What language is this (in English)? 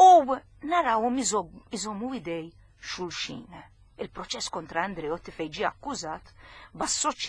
Maltese